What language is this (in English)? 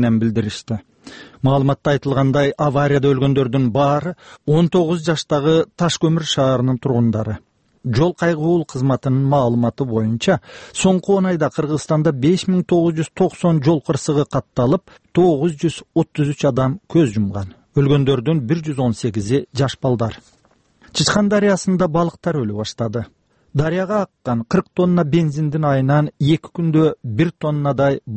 Kyrgyz